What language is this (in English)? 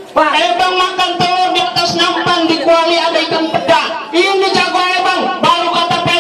Betawi